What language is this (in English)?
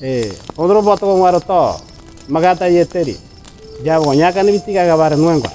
Ngäbere